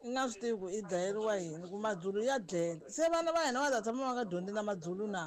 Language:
Tsonga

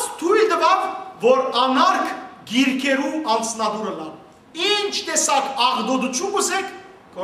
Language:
Western Armenian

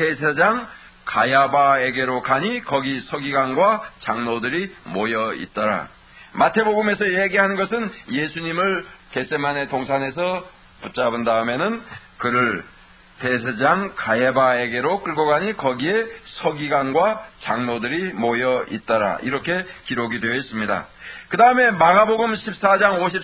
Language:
Korean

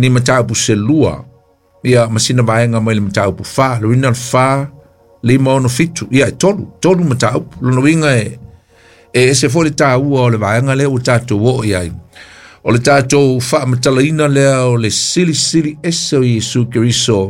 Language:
Samoan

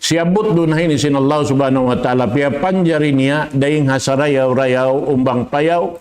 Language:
Tausug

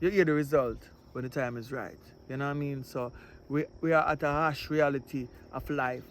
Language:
Jamaican Creole English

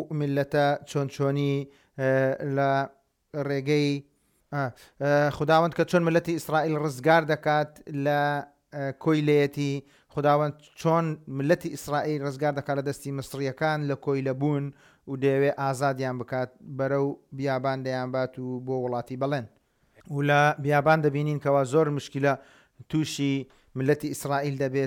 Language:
Central Kurdish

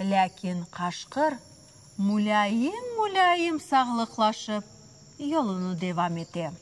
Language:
Crimean Tatar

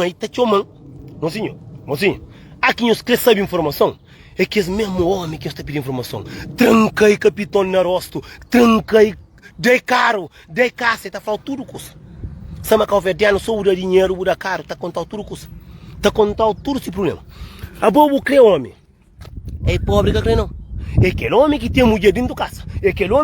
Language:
Kabuverdianu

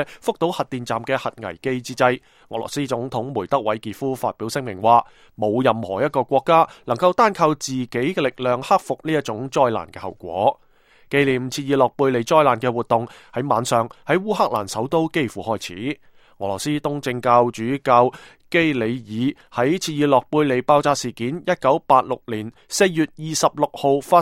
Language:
Cantonese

